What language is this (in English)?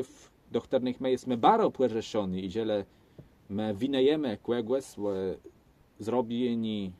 Kashubian